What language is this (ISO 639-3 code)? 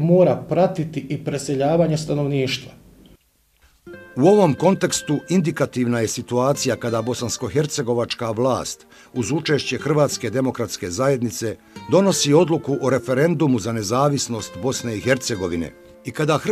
bos